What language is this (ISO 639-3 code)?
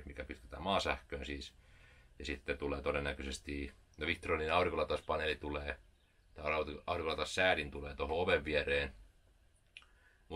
fin